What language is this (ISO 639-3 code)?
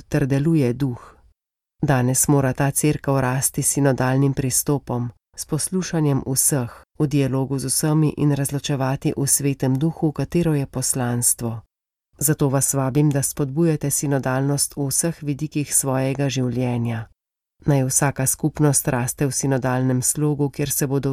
slv